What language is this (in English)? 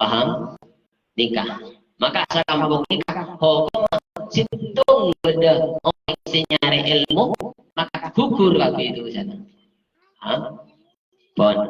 Madurese